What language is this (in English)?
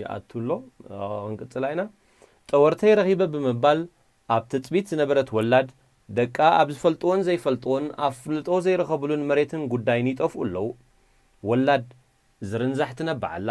Tigrinya